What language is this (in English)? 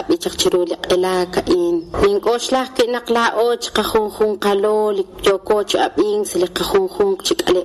Kekchí